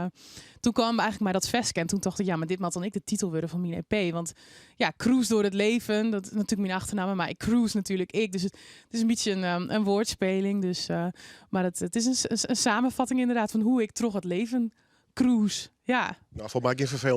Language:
Western Frisian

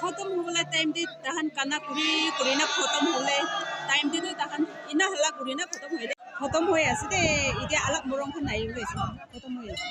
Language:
Naga Pidgin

